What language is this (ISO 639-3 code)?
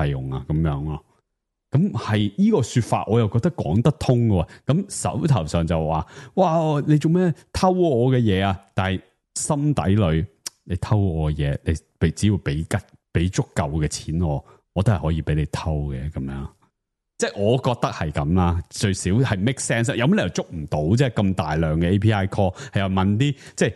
yue